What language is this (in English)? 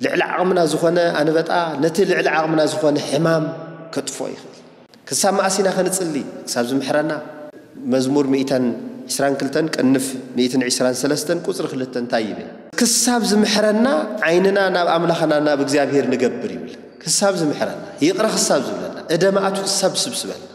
Tigrinya